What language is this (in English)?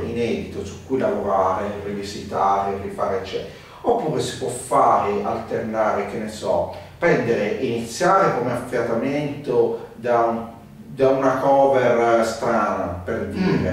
Italian